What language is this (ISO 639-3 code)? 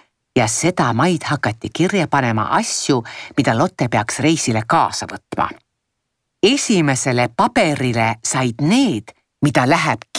est